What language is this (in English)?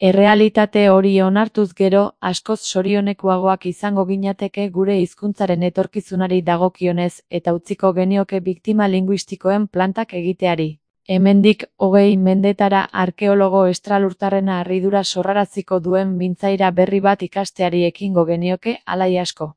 Basque